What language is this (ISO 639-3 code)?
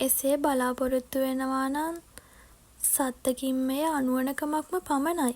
sin